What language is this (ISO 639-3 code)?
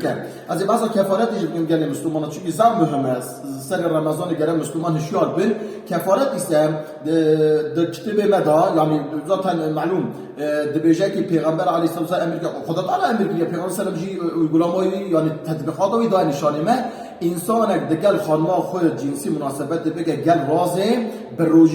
kur